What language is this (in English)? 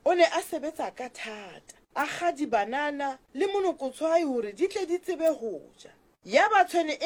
Southern Sotho